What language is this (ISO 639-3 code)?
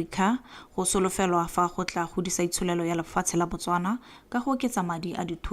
tsn